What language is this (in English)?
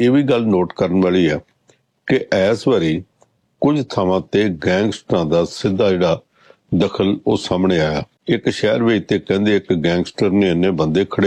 Punjabi